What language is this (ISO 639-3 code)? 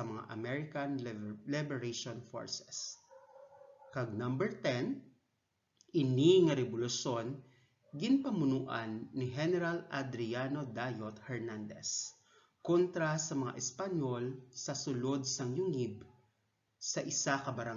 hil